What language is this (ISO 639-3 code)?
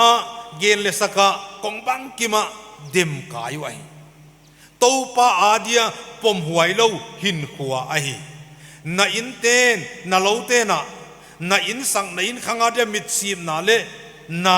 pck